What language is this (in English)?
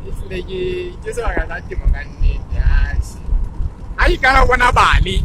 Southern Sotho